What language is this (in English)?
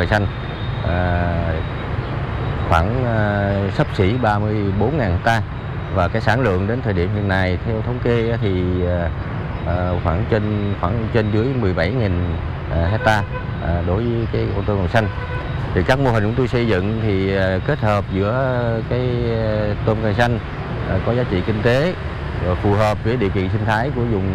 Vietnamese